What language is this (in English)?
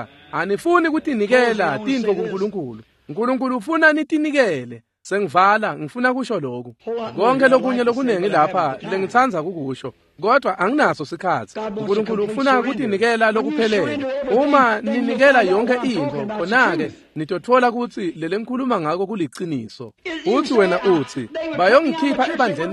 Swati